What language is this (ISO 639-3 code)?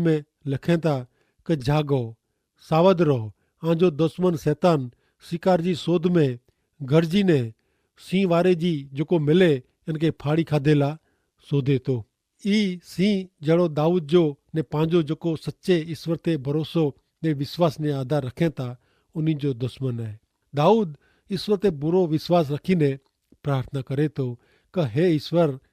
kfr